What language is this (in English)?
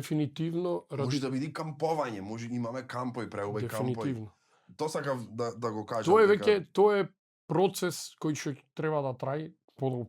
Macedonian